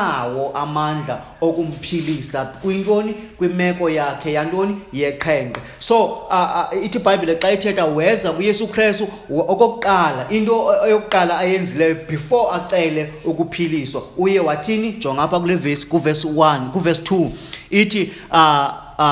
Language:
Xhosa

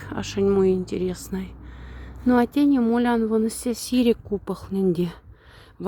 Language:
Moksha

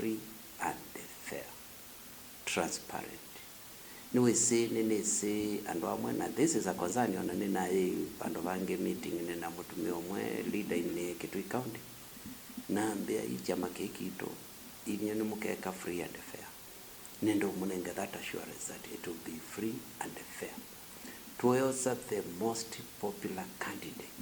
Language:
Kamba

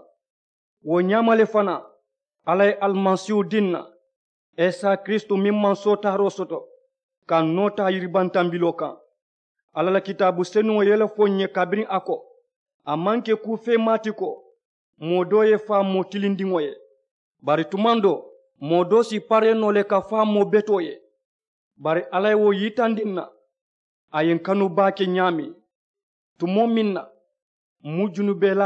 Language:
Mandingo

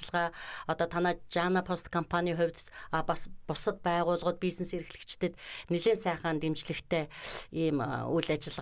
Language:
Mongolian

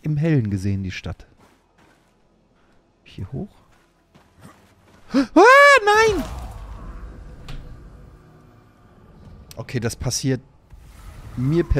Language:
German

